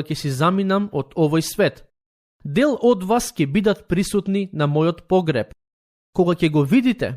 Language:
Macedonian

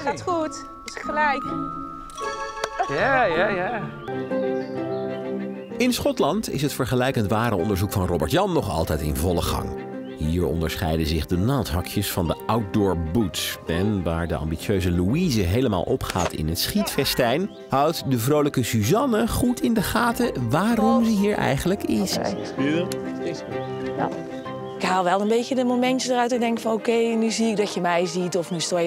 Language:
Dutch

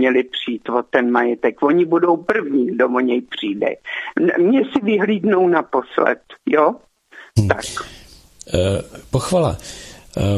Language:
Czech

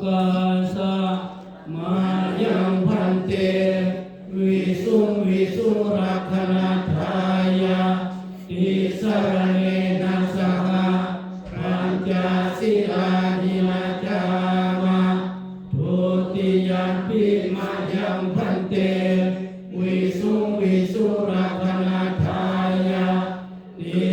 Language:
Pali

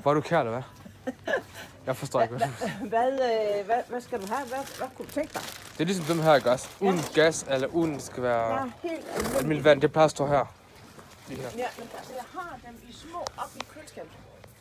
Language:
Danish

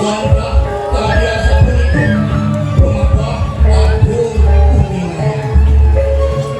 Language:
Balinese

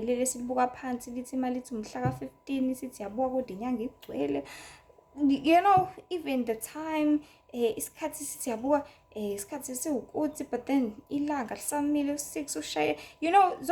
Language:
Zulu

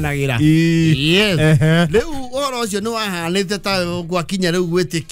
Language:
Kikuyu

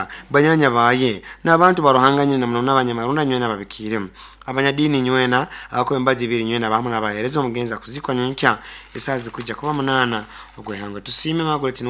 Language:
Nyoro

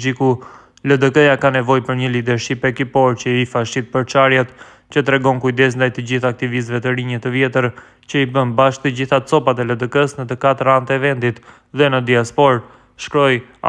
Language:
Albanian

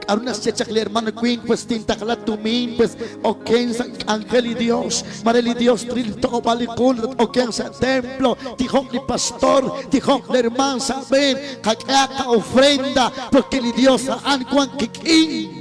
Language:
Kekchí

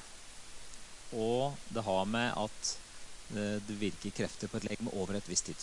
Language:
Norwegian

